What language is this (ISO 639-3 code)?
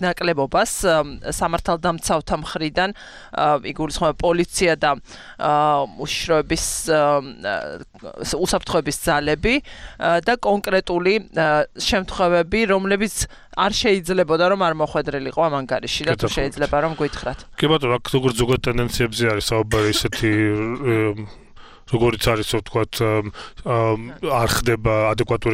kat